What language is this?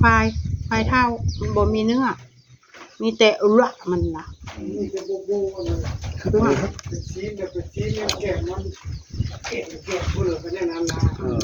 Northeastern Thai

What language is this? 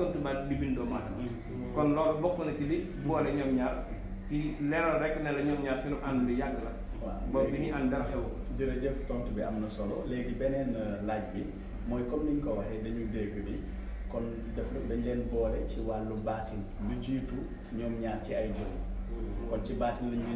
Wolof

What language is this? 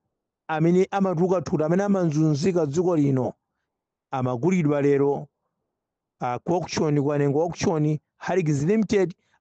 Nyanja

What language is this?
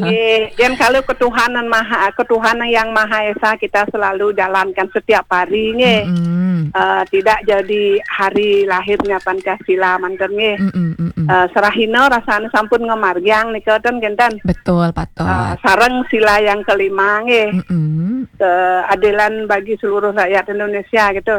Balinese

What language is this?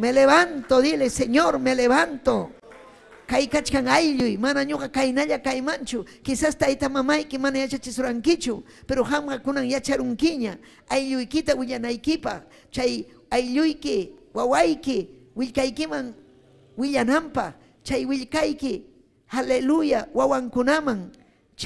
Ayacucho Quechua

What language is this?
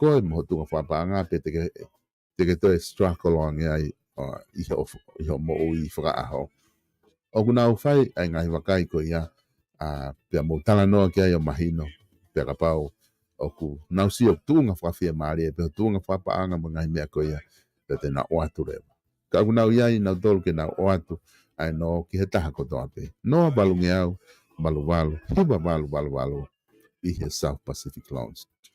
Tongan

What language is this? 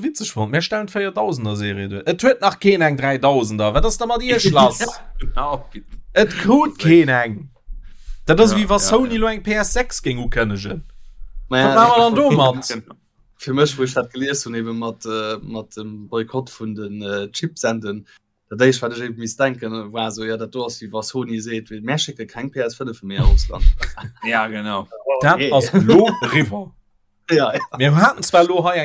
Luxembourgish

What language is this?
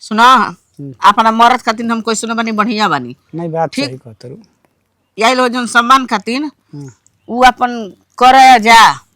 Bhojpuri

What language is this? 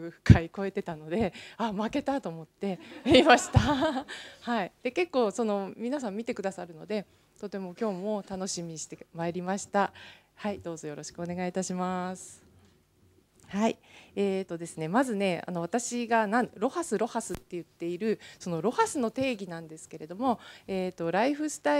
Japanese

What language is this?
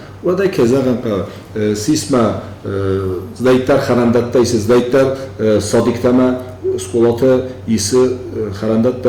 Ossetic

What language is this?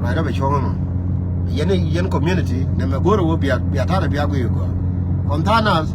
Nuer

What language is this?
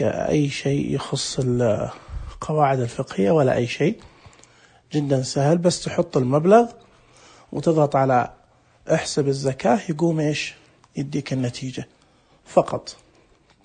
Najdi Arabic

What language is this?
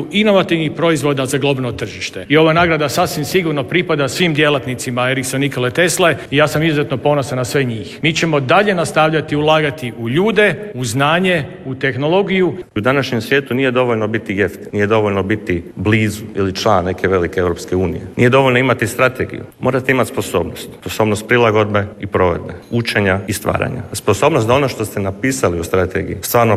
Croatian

